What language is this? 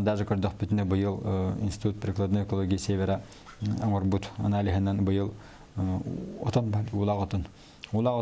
Yakut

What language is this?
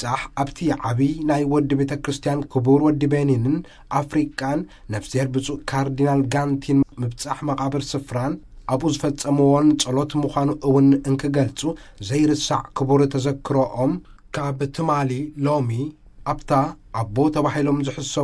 Tigrinya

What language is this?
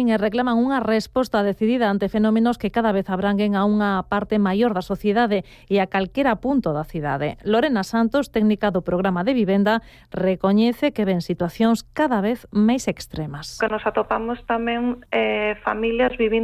Galician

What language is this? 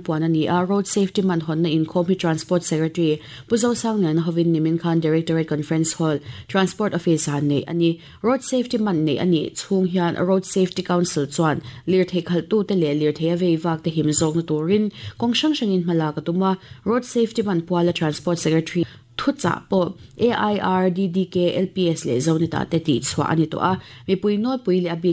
Mizo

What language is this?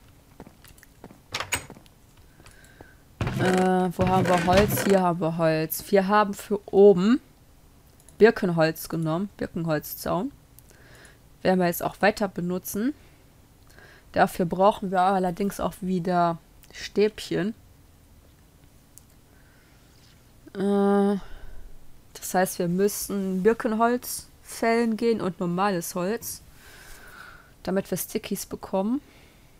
German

